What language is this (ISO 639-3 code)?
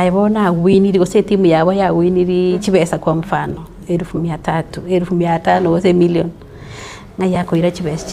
guz